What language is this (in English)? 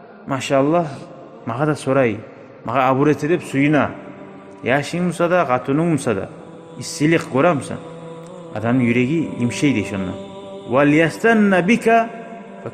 Kumyk